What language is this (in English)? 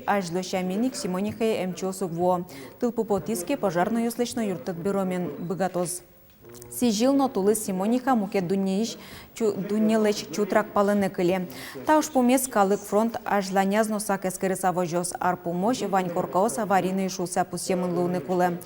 Udmurt